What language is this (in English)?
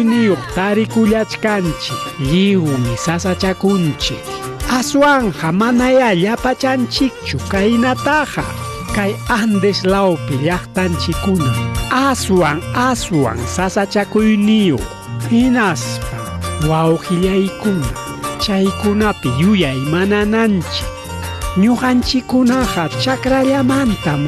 Ayacucho Quechua